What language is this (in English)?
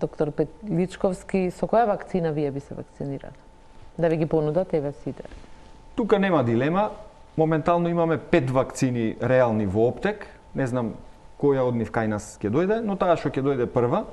Macedonian